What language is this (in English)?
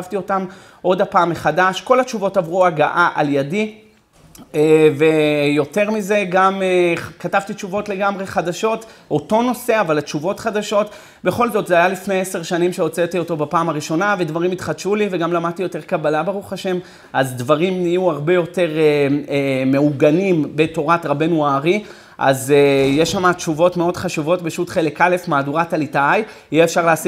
Hebrew